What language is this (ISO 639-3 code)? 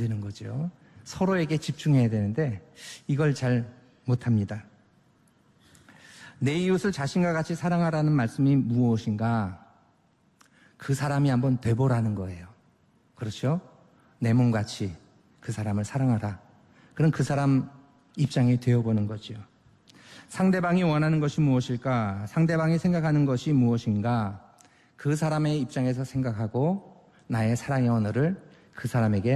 kor